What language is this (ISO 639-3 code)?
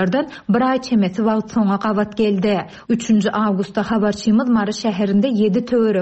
tuk